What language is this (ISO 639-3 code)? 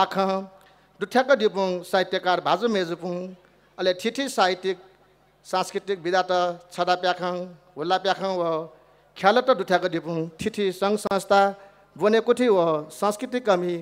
new